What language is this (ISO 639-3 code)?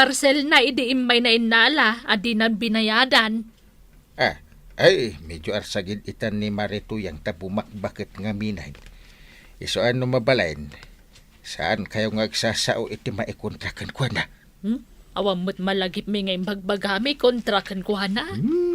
ilo